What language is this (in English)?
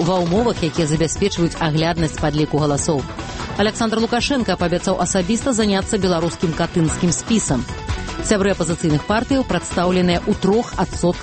Belarusian